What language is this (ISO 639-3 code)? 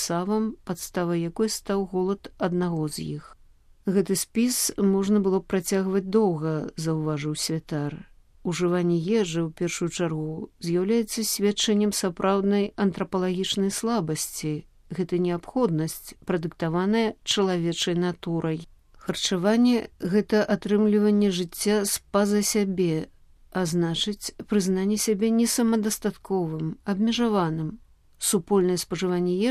bel